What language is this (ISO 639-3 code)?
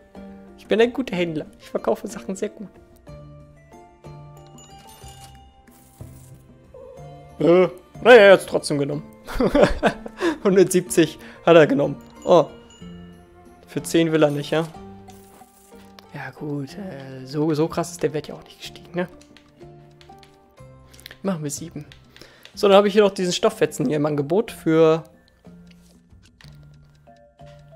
deu